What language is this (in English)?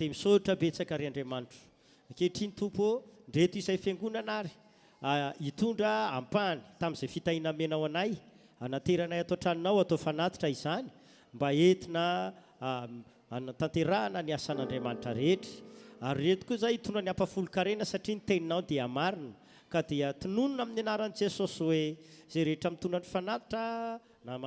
Malagasy